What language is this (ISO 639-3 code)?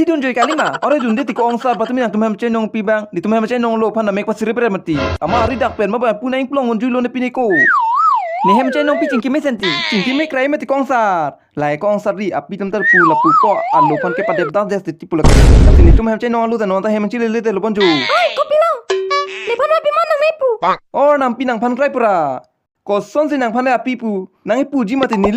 mjw